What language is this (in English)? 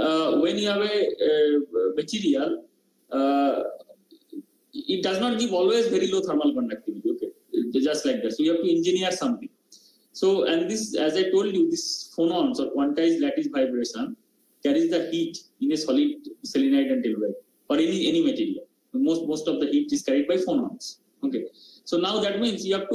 English